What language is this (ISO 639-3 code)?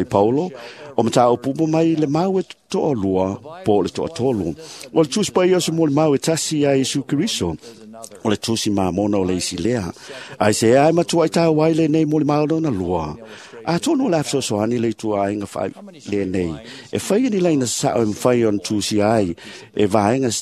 smo